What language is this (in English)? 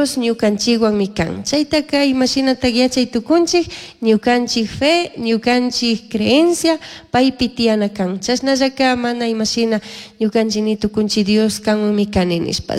Chimborazo Highland Quichua